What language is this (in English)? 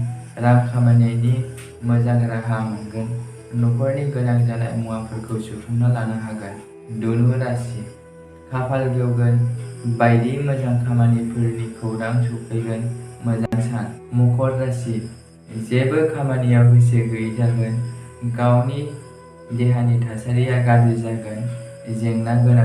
Bodo